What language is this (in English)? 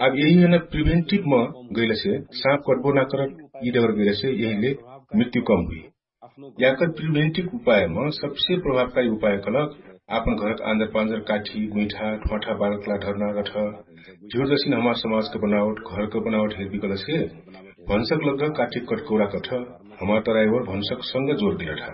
Dangaura Tharu